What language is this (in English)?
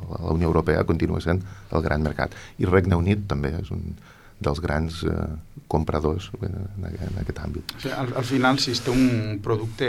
Catalan